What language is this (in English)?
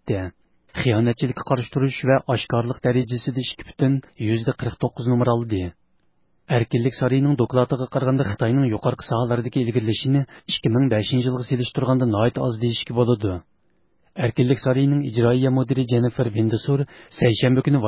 Uyghur